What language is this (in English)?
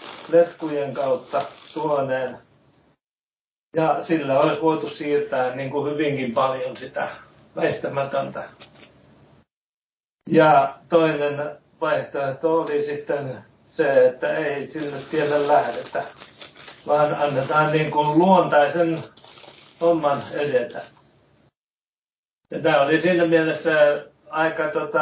Finnish